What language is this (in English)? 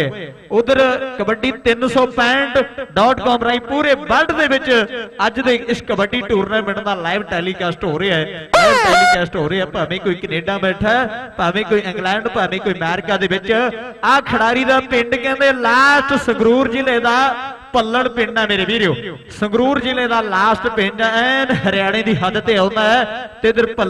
Punjabi